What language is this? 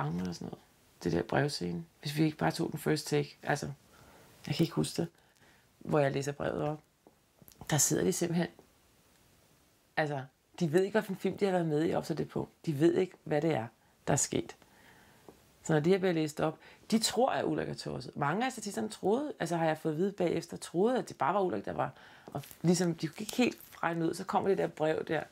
Danish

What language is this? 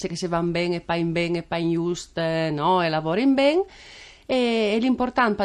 Friulian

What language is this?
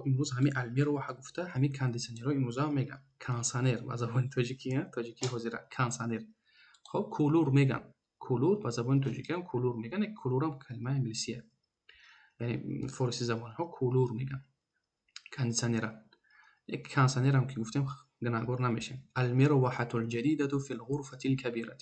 Tajik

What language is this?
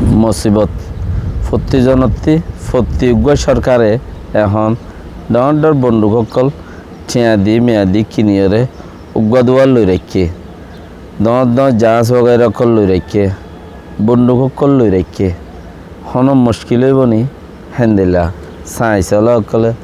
Rohingya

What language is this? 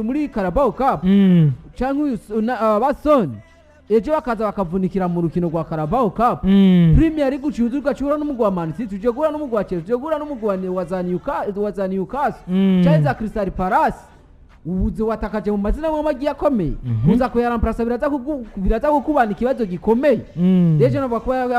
Rundi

